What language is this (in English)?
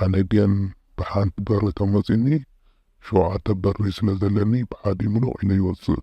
Tigrinya